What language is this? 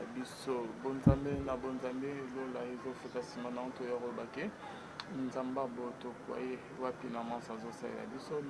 Lingala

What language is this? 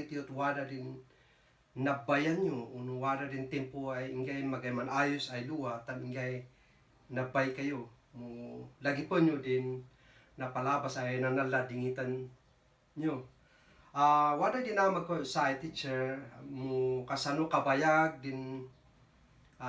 Kankanaey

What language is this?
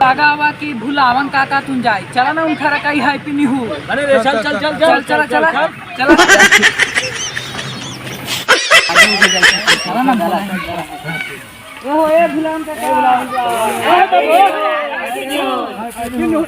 Magahi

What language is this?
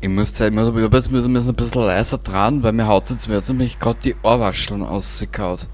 Bavarian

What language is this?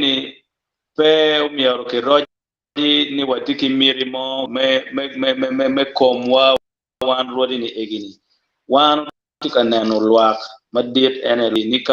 Acoli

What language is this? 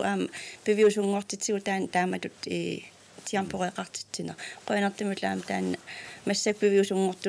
Kalaallisut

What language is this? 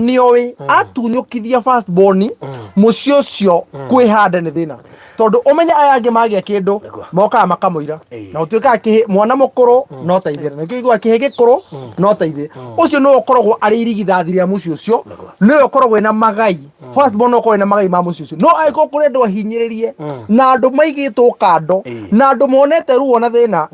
Kikuyu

